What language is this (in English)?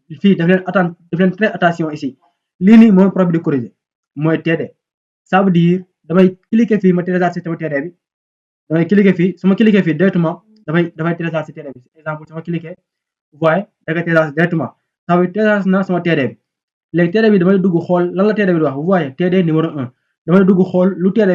Wolof